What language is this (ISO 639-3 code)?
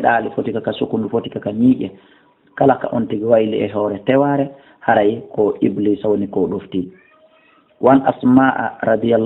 ful